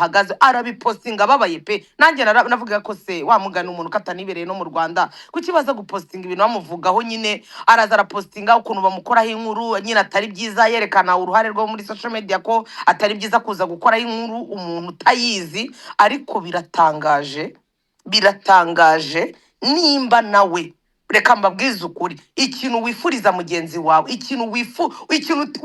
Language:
Kinyarwanda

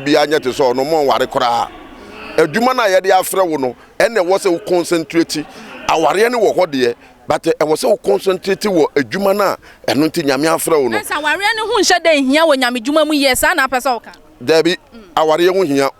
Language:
Akan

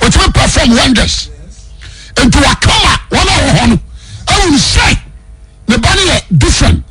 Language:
Akan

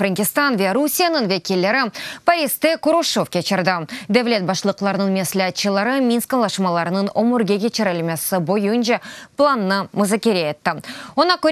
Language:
Crimean Tatar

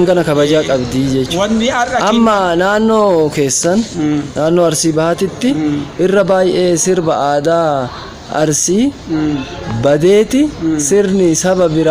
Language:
Oromo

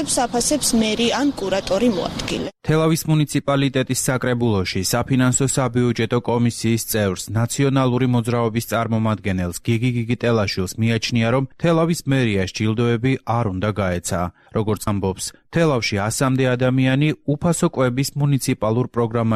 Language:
Georgian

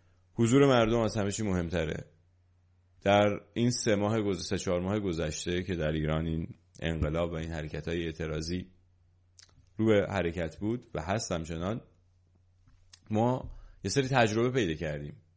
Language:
Persian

